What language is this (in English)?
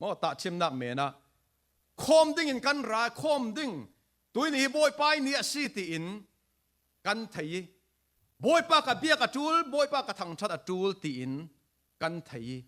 Falam Chin